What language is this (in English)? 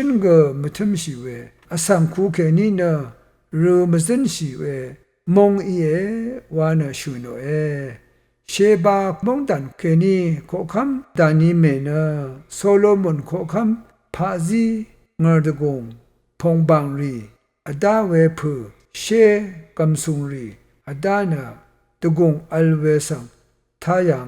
Rawang